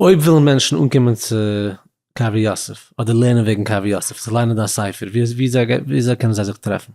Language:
Yiddish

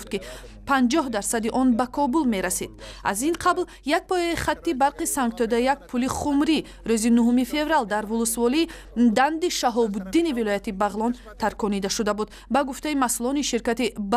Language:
Tajik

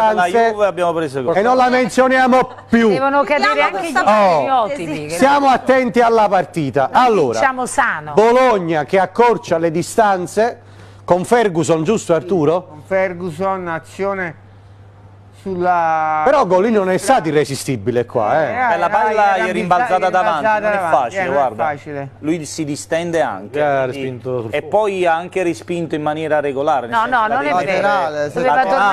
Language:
Italian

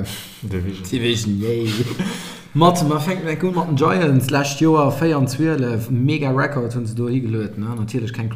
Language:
Luxembourgish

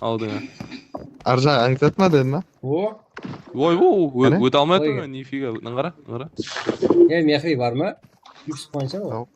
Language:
Kara-Kalpak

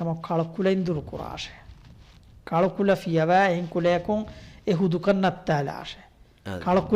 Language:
Divehi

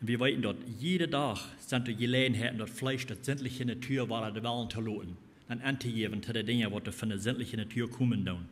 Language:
Plautdietsch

